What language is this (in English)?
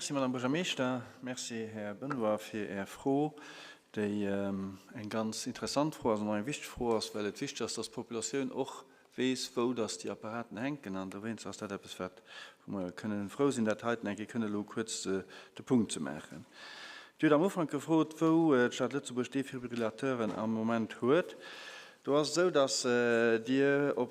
Luxembourgish